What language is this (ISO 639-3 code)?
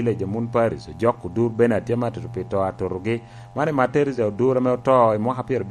laj